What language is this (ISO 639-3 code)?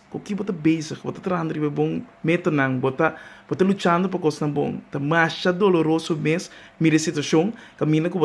pap